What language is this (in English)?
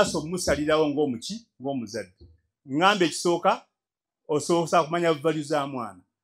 Ganda